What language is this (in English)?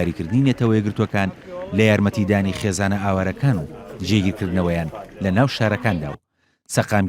Central Kurdish